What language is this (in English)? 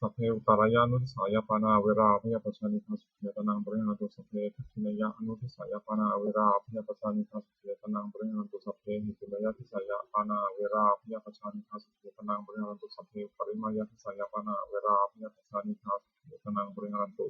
Pali